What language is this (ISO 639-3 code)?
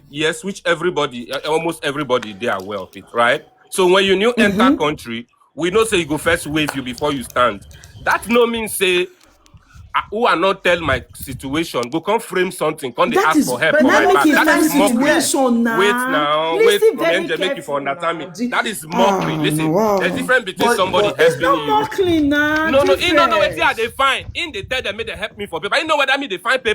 pcm